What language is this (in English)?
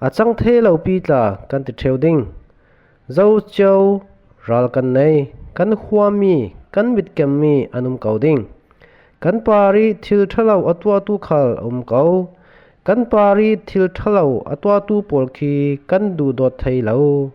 Falam Chin